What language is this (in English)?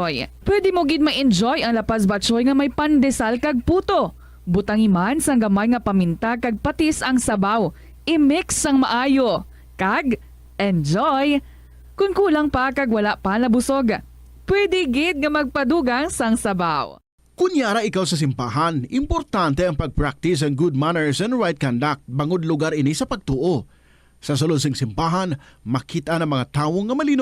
Hiligaynon